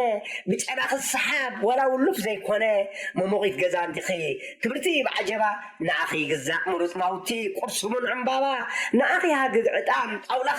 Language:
Tigrinya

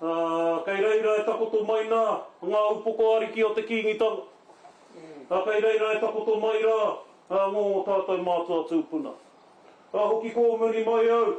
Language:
Māori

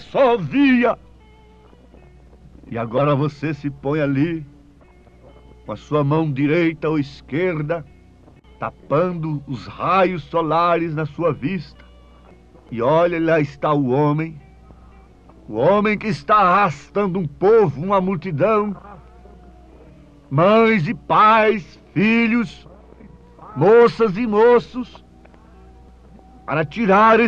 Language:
Portuguese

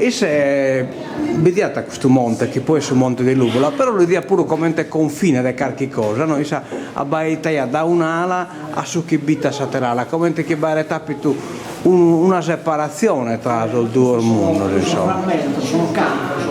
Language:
Sardinian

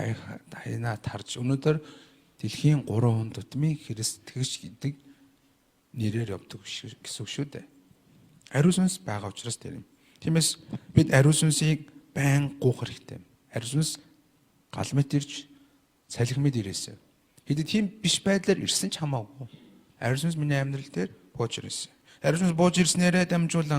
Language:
Mongolian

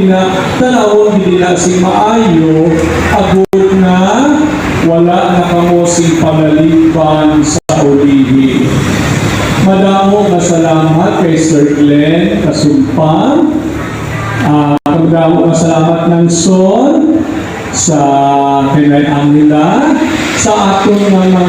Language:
Hiligaynon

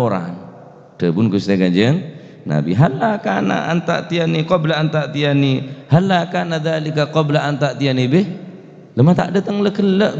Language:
Madurese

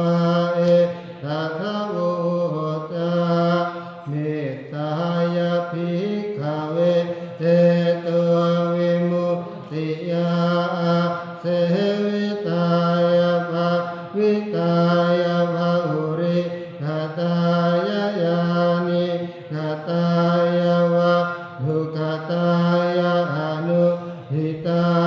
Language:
Pali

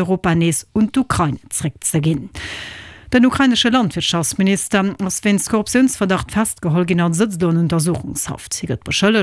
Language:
Luxembourgish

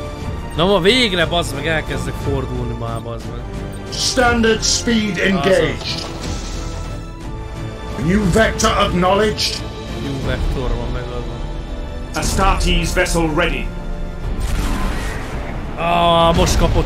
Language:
Hungarian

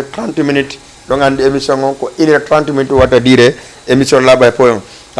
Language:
Fula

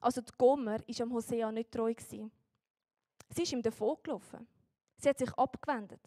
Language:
Swiss German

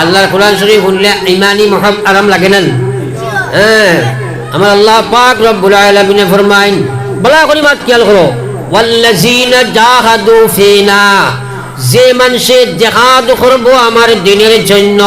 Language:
Sylheti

